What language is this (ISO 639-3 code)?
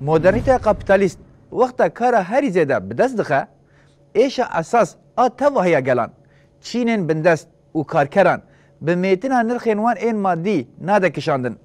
kur